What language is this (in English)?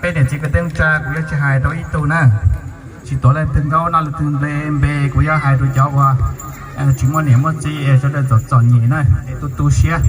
Hmong